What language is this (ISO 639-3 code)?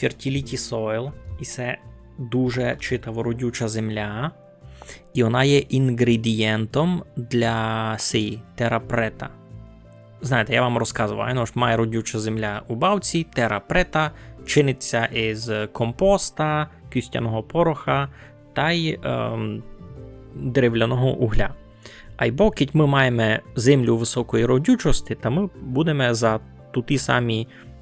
rue